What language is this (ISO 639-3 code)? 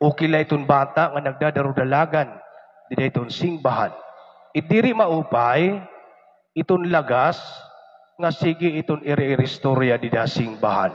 war